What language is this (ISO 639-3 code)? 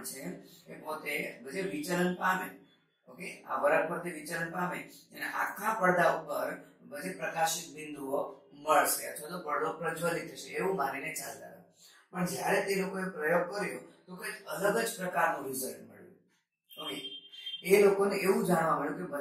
guj